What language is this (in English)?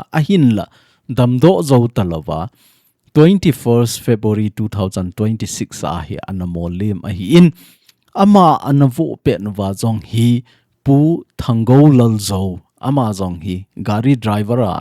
Thado Chin